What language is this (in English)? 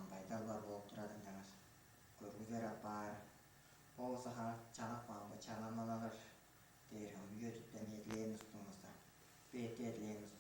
Tuvinian